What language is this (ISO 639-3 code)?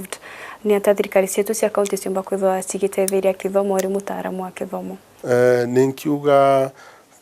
mer